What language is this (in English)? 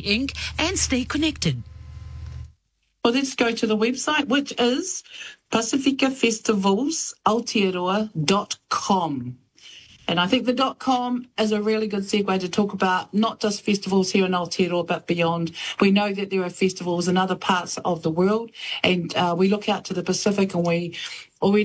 English